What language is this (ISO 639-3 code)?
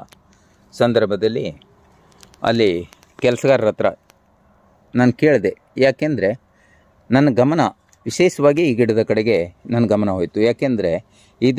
kan